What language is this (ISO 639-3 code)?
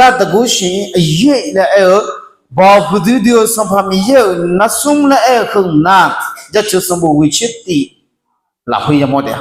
ahk